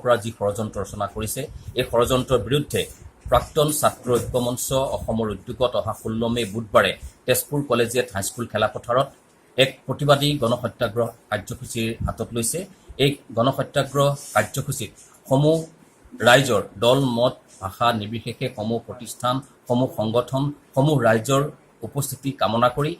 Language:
Assamese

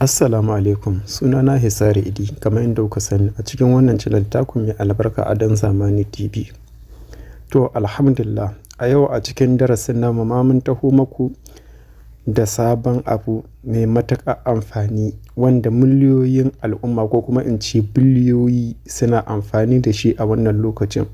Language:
Hausa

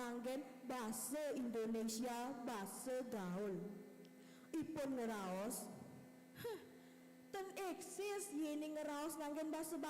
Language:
Balinese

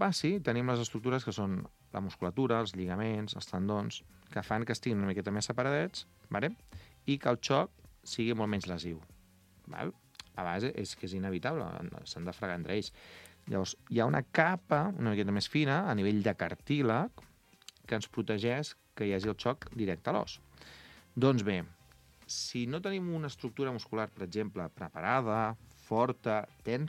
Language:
Catalan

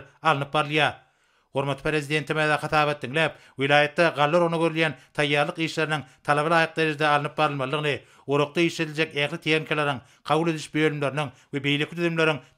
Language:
Turkmen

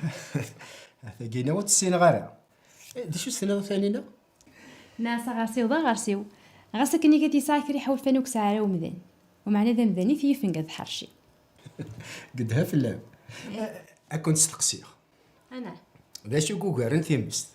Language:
Kabyle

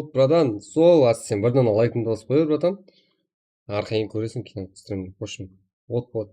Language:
Kara-Kalpak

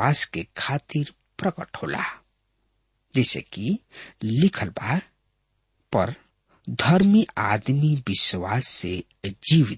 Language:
Bhojpuri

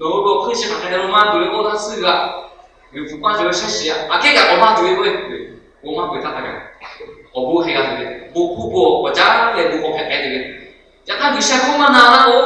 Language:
Lahu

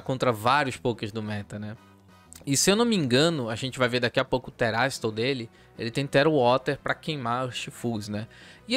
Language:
Portuguese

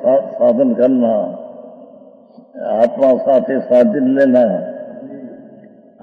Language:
Hindi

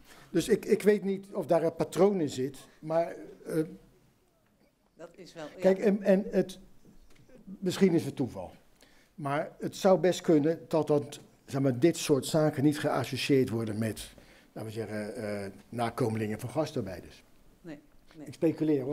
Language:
Dutch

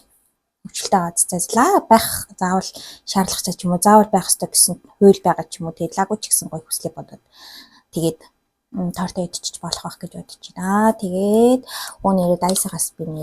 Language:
Mongolian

